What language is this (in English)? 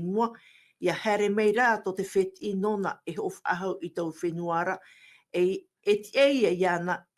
Tahitian